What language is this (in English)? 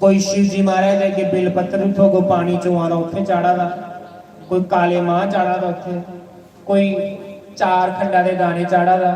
Dogri